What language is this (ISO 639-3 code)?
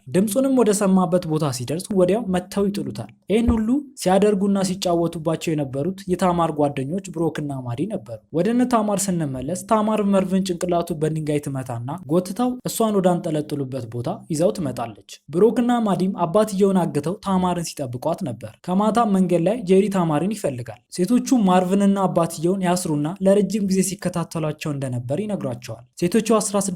amh